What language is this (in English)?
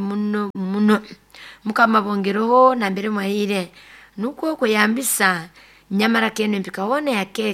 Nyoro